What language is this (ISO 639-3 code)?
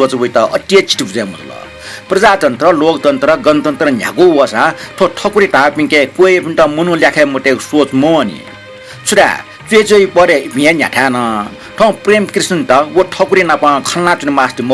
new